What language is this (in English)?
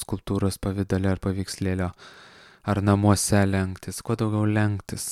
Lithuanian